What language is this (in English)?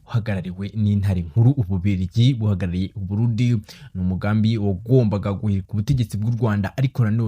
Kinyarwanda